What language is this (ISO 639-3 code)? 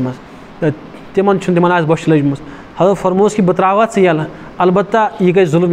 kas